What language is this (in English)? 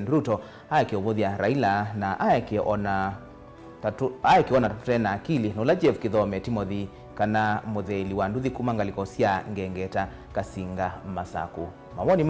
Kamba